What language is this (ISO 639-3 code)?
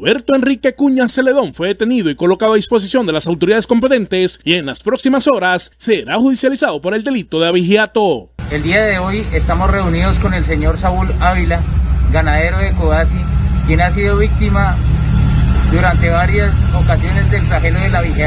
spa